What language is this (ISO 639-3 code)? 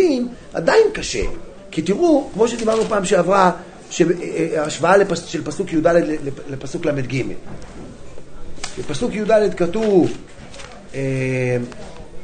heb